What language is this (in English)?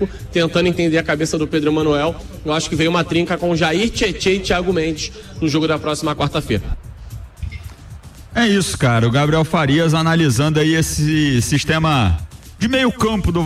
Portuguese